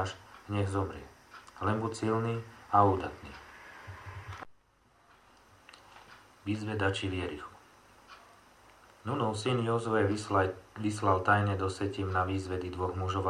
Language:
Slovak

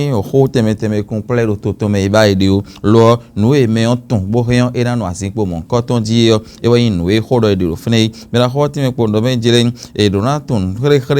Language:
Fon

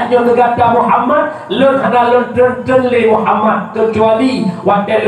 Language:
Achinese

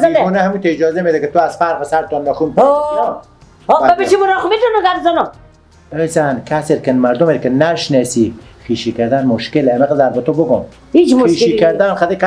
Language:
Persian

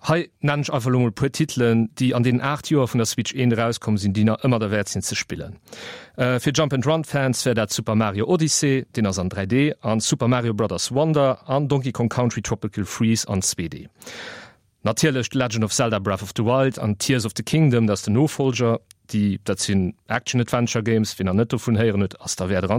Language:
Luxembourgish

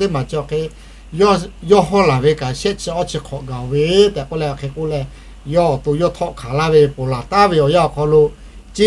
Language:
Lahu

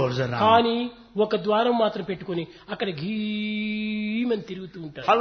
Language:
Telugu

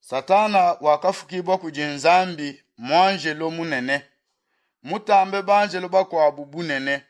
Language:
Luba-Lulua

